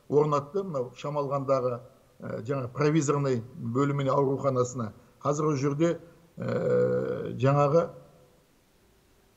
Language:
Kazakh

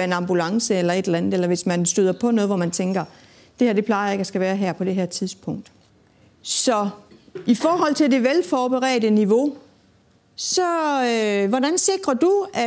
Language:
Danish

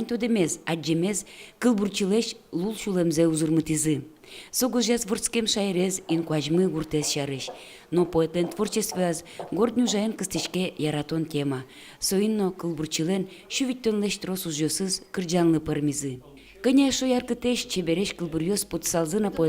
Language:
Udmurt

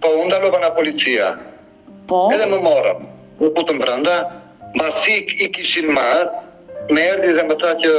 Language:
Albanian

